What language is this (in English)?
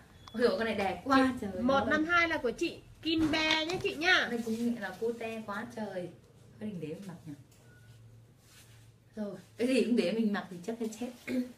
Vietnamese